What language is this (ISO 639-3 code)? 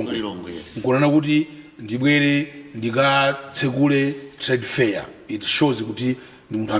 nya